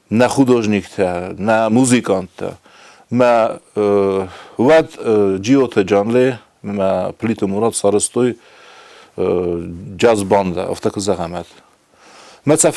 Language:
Ossetic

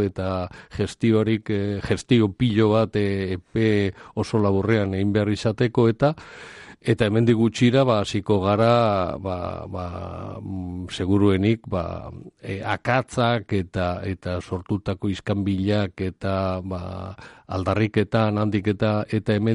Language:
Basque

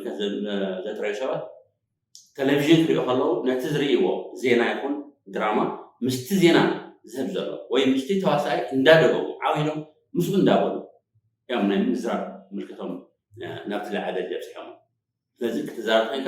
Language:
Tigrinya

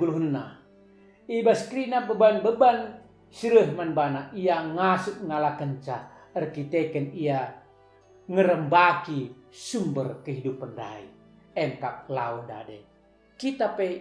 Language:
Batak Karo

